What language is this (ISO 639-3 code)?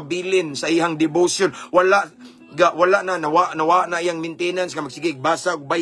ceb